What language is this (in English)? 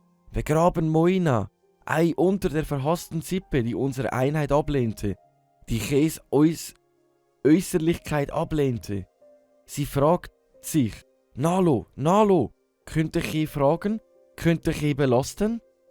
Swiss German